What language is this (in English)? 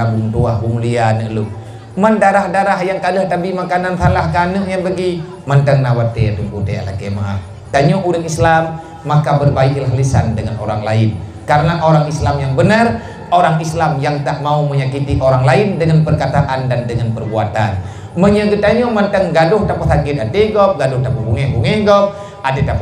Achinese